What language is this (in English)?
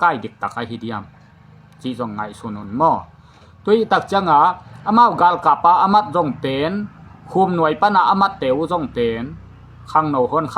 Tedim Chin